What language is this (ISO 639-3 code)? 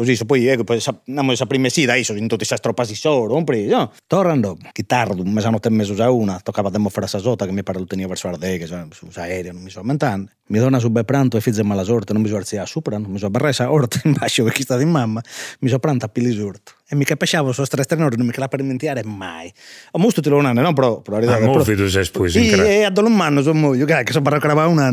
srd